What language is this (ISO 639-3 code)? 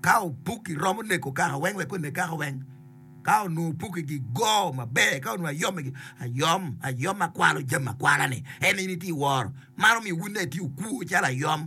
ach